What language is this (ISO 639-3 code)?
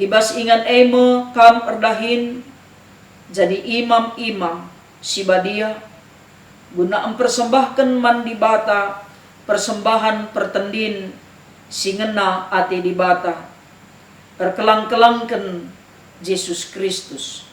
btx